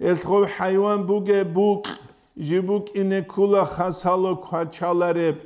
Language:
Avaric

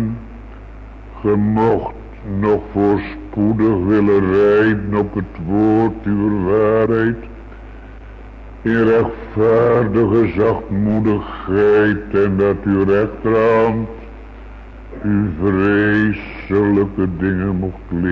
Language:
Dutch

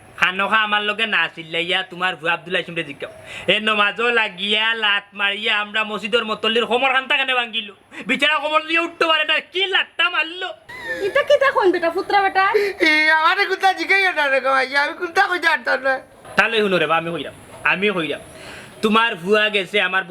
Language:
Sylheti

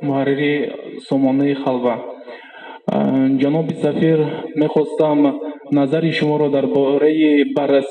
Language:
Persian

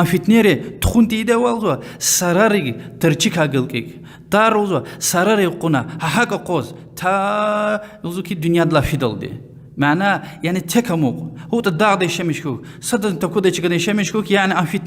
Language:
Lezghian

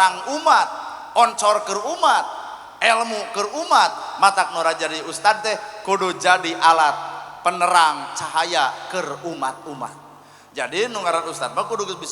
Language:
Sundanese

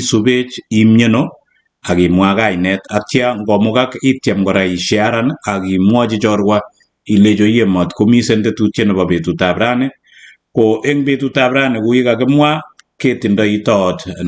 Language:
Kalenjin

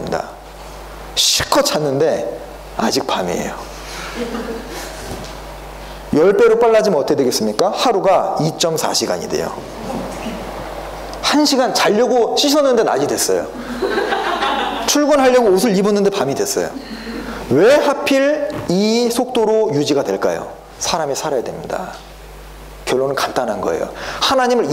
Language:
Korean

